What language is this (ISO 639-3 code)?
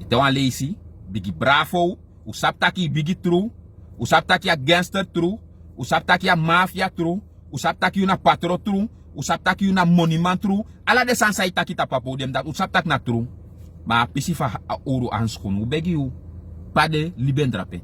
srn